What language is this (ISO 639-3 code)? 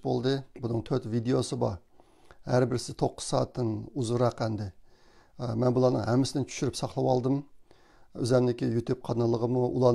uig